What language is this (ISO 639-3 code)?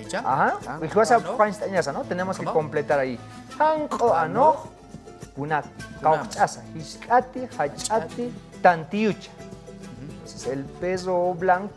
aym